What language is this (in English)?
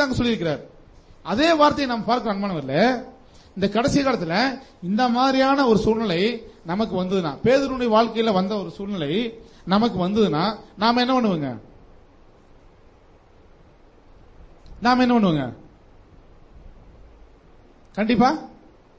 Tamil